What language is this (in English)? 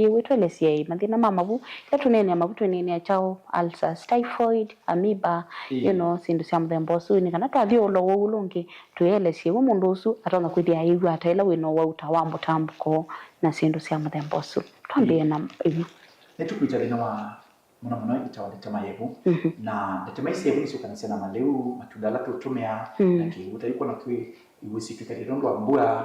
Kamba